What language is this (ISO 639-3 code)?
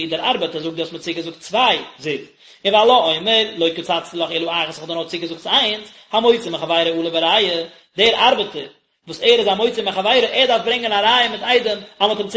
yid